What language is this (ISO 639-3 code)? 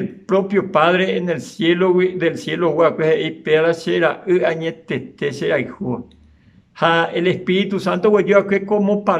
grn